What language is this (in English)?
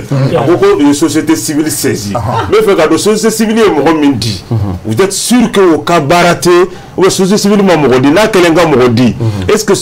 Bambara